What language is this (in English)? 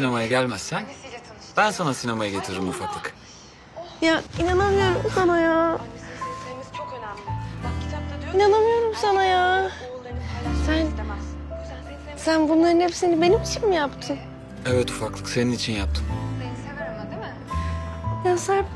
Turkish